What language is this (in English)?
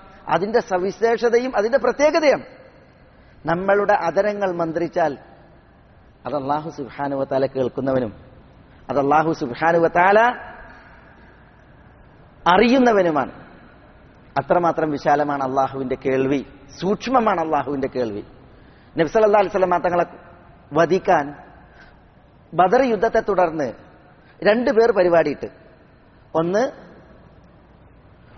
Malayalam